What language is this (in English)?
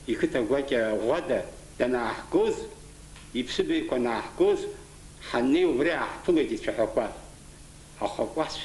Abkhazian